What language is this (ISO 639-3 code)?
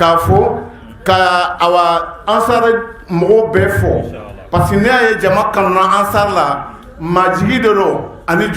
bam